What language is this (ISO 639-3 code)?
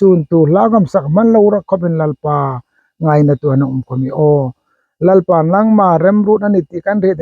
hmr